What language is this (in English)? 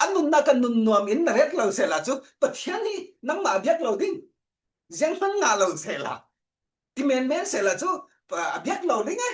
Falam Chin